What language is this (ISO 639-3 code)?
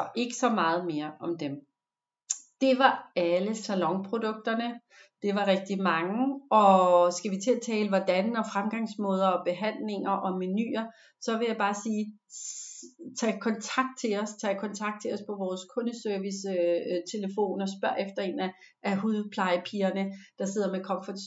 dan